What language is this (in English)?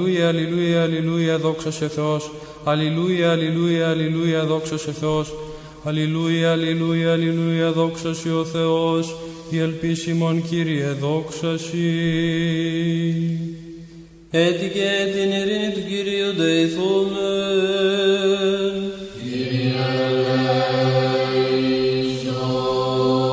Greek